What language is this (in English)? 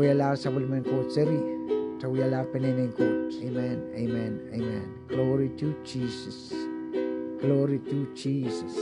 Pohnpeian